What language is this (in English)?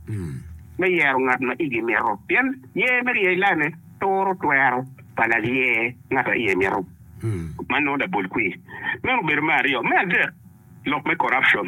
Acoli